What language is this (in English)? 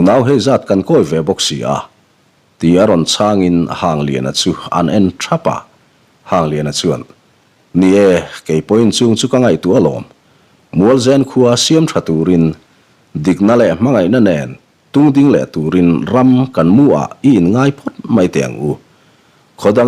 Mizo